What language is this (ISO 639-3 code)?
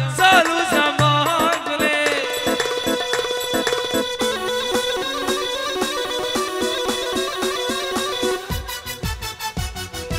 fas